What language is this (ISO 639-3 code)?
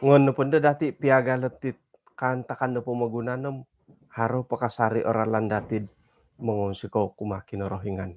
dtp